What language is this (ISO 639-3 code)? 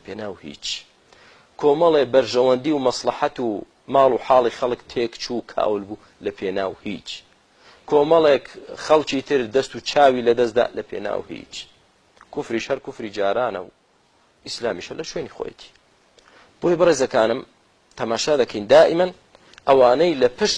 ckb